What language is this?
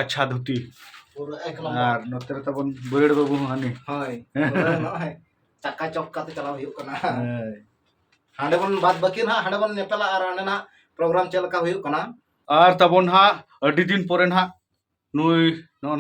Santali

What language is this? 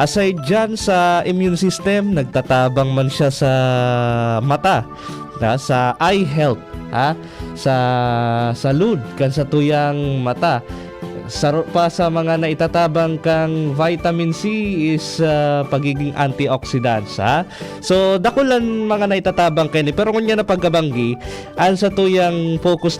Bikol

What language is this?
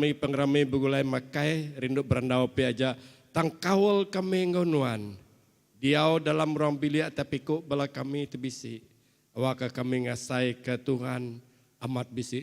Iban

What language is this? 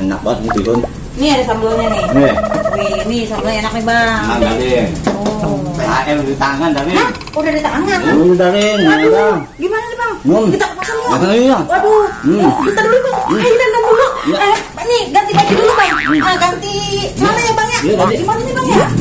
Betawi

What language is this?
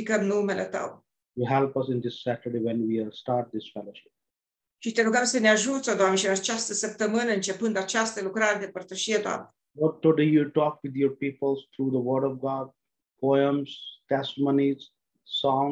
Romanian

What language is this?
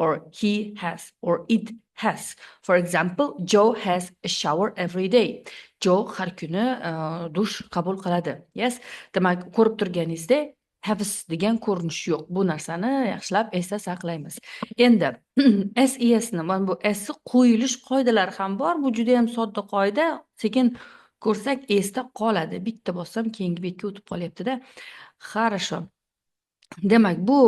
Uzbek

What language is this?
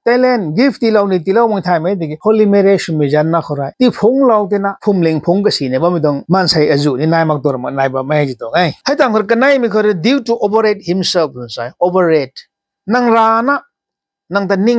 Rongmei Naga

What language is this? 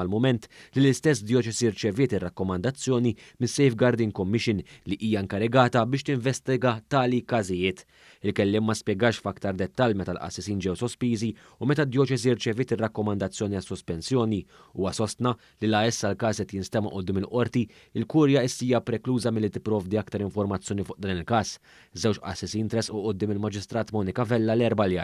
Maltese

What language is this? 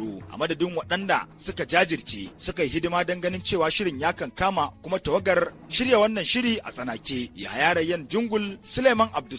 Hausa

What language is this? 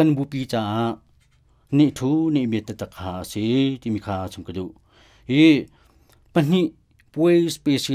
Hakha Chin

